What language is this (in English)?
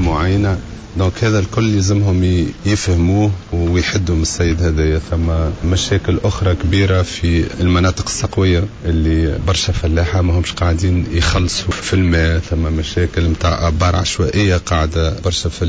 Tunisian Arabic